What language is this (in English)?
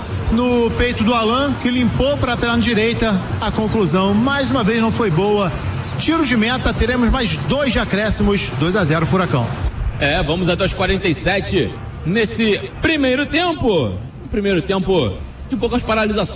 Portuguese